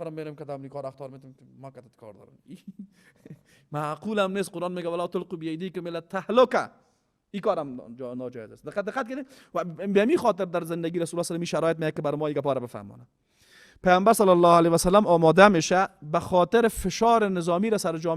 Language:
Persian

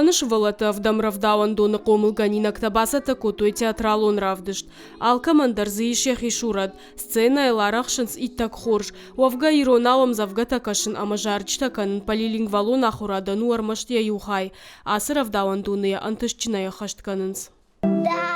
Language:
Ossetic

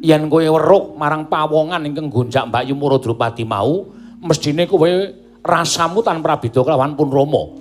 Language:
Javanese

